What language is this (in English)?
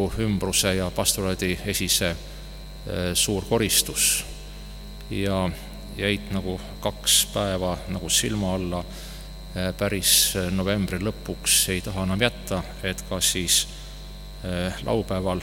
Estonian